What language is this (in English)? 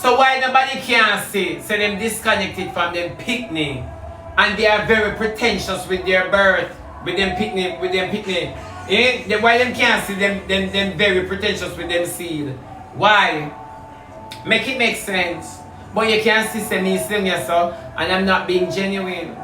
Jamaican Creole English